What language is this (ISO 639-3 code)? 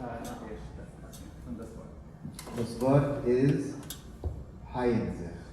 yid